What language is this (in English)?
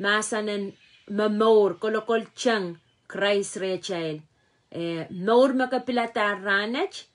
Pohnpeian